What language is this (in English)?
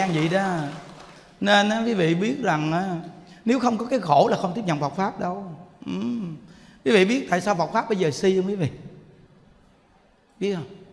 Vietnamese